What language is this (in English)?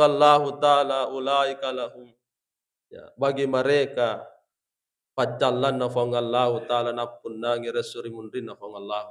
Buginese